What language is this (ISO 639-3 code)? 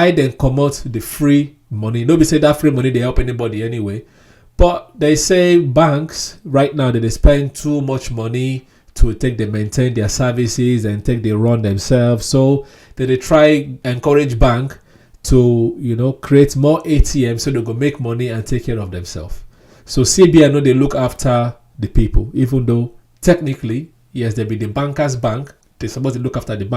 pcm